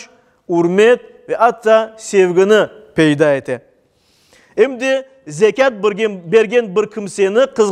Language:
Crimean Tatar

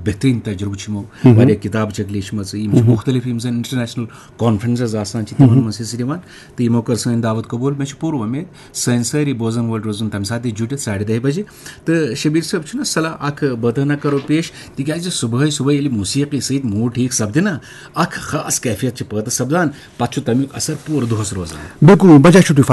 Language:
Kashmiri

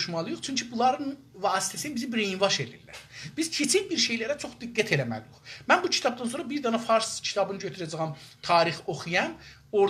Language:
South Azerbaijani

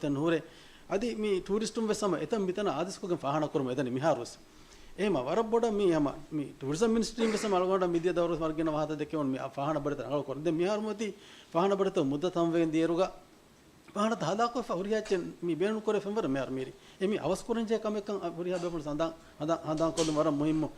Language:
Divehi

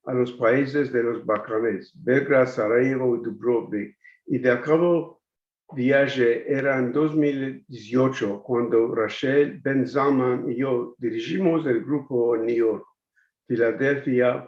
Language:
Ladino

